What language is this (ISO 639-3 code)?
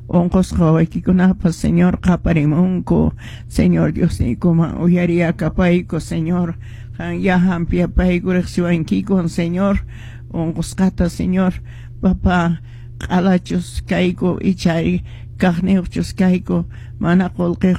que